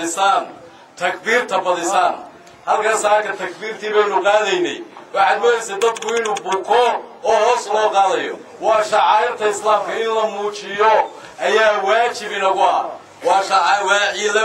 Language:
Somali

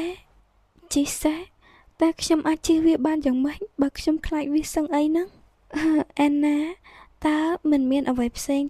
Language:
Khmer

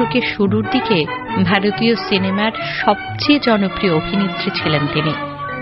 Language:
Bangla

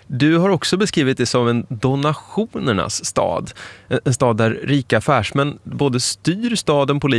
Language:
Swedish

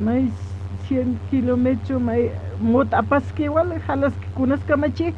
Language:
Aymara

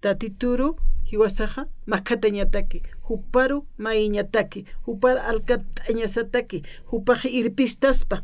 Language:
Aymara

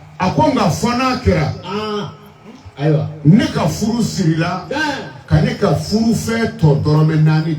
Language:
Bambara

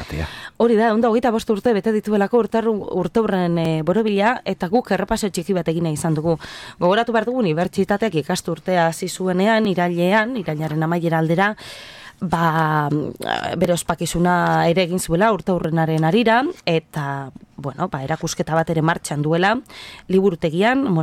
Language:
Basque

